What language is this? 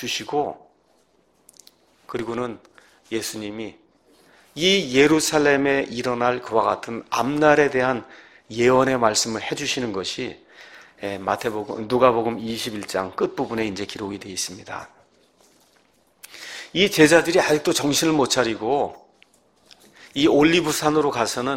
Korean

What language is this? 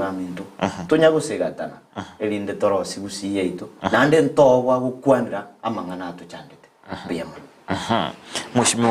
Gusii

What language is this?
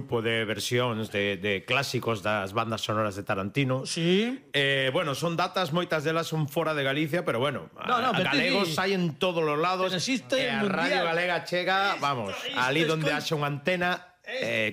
Galician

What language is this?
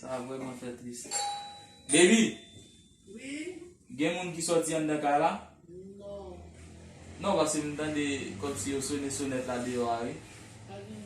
Haitian Creole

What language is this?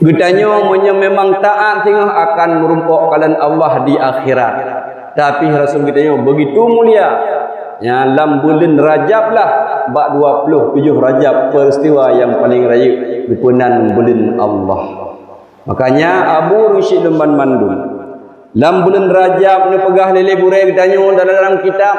Achinese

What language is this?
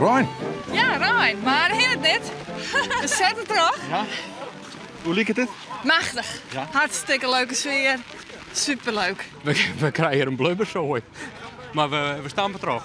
Western Frisian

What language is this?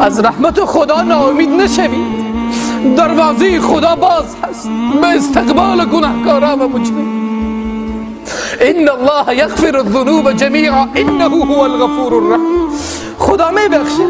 Persian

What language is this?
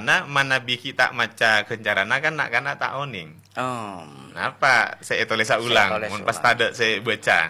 Madurese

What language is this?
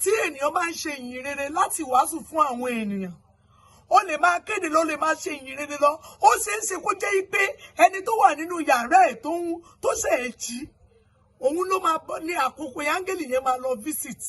Yoruba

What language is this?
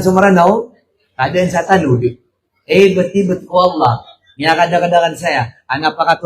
Maranao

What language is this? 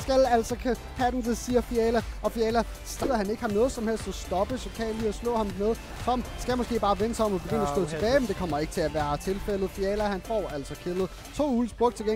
Danish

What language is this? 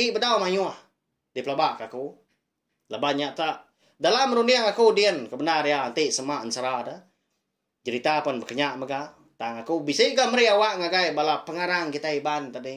Iban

